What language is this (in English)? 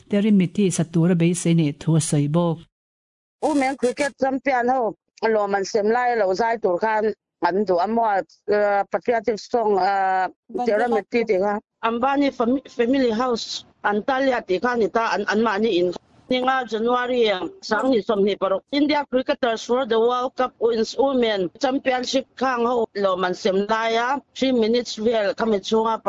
Mizo